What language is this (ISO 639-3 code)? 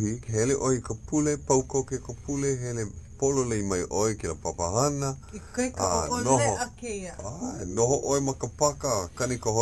haw